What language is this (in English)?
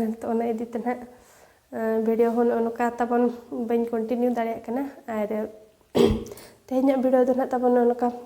Santali